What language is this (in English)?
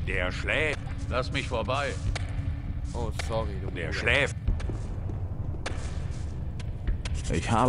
German